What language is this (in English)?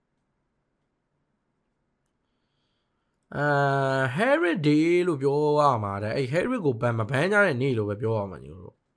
Burmese